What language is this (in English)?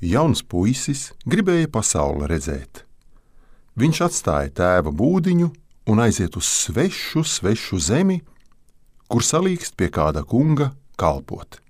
Latvian